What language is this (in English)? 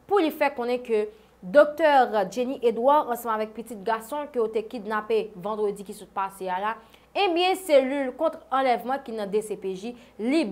Haitian Creole